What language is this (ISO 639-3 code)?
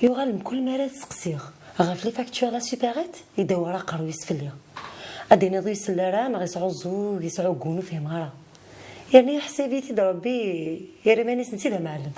kab